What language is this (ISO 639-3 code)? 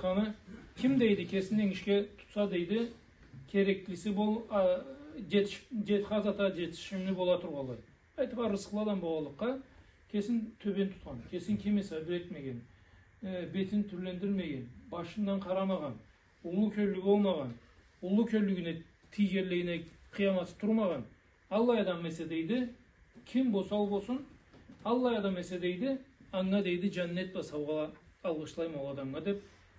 krc